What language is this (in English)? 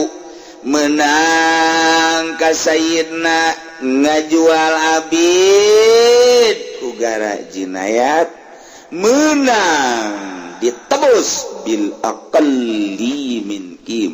Sundanese